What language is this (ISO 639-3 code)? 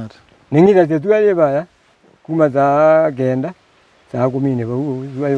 kam